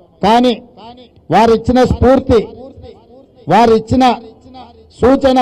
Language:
Telugu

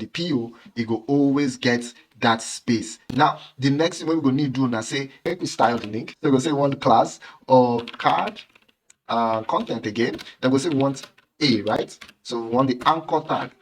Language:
Nigerian Pidgin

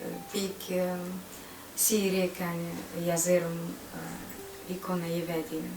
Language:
Gagauz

